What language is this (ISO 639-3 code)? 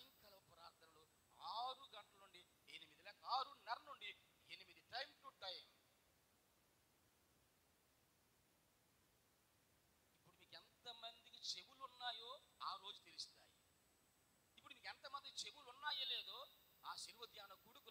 tel